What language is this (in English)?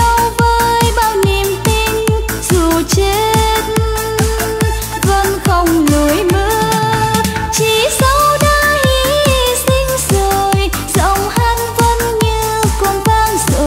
Vietnamese